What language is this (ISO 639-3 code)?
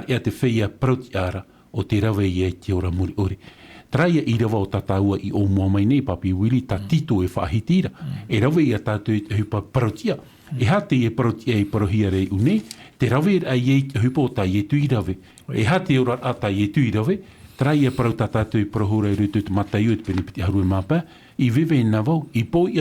tah